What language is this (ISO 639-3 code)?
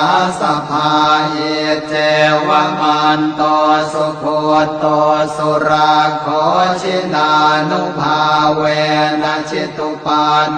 pli